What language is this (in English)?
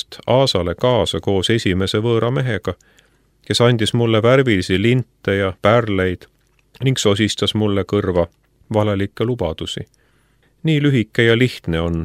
Estonian